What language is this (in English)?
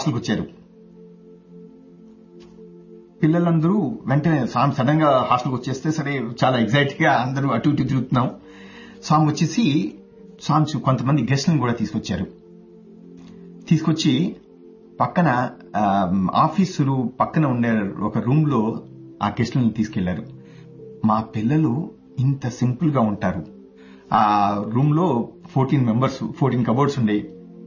Telugu